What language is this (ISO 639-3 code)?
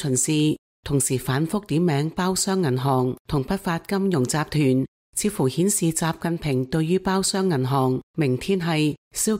yue